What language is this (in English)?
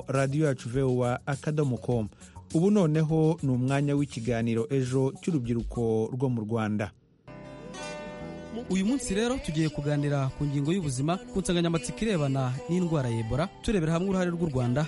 Kinyarwanda